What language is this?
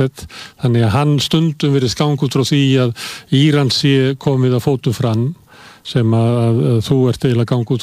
Icelandic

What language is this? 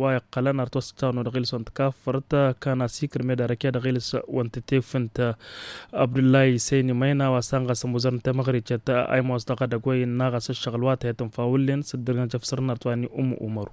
Tamasheq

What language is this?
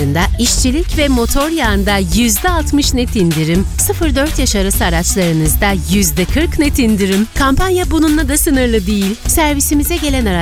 Turkish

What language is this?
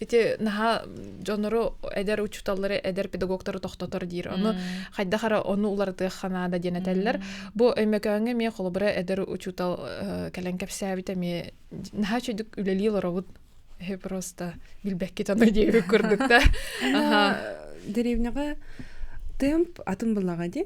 Yakut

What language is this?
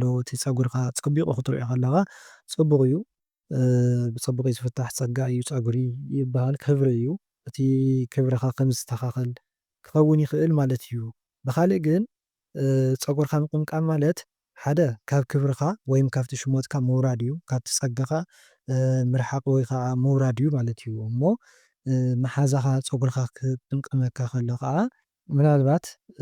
Tigrinya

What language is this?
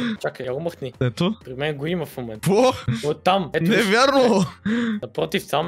Bulgarian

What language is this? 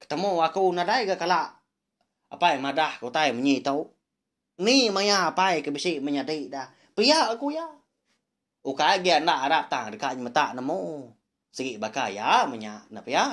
Iban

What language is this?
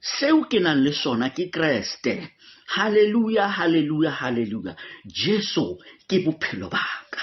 Southern Sotho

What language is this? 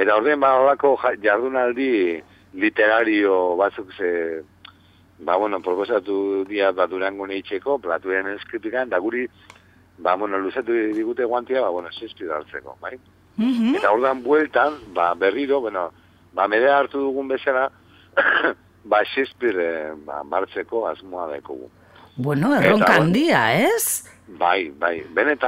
Basque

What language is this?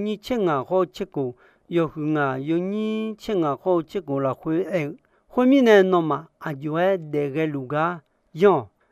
Akha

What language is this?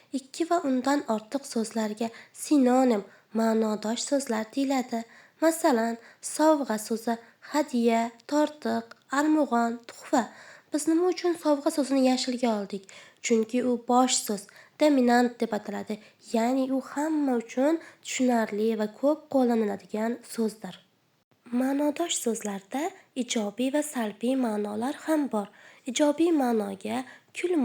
Uzbek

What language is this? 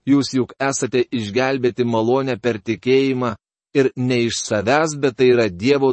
Lithuanian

